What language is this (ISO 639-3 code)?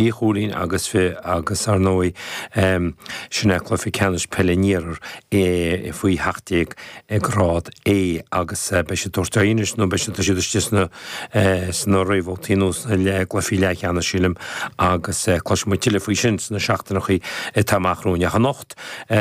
gle